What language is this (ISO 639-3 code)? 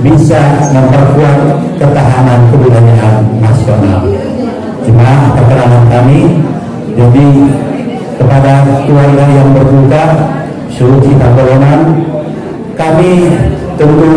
akb